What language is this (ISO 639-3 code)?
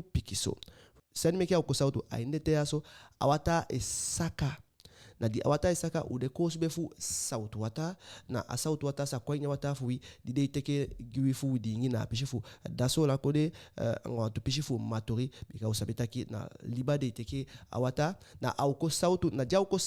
djk